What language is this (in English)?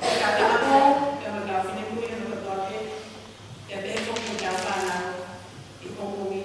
Tongan